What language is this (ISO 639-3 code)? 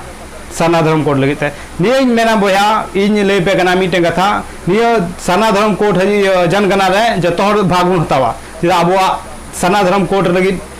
sat